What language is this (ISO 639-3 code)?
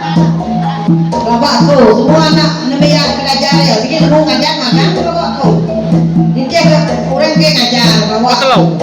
iba